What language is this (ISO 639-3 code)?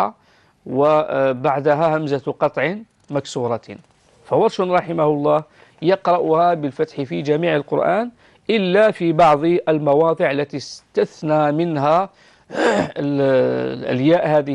ara